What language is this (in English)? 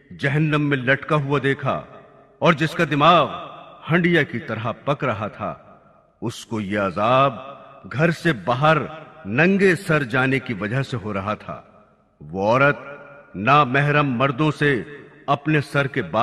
Urdu